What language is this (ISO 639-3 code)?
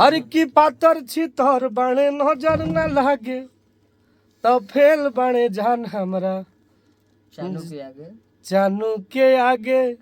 bho